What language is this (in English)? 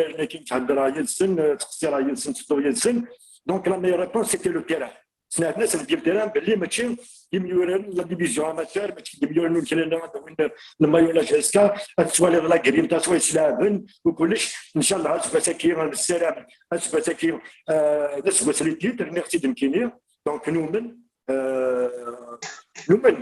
Kabyle